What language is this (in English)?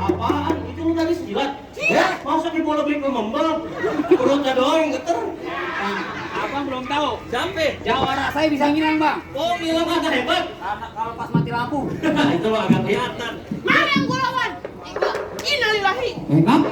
Betawi